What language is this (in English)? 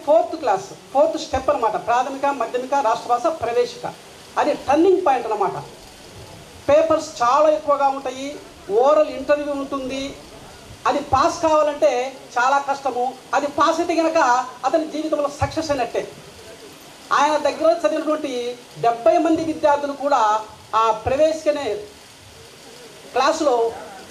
Telugu